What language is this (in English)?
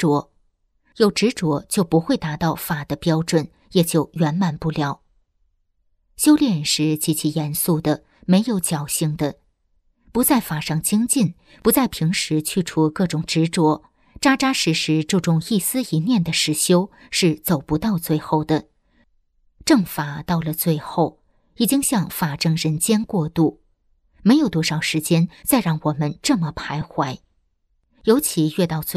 Chinese